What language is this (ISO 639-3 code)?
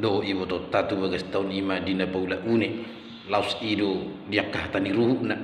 bbc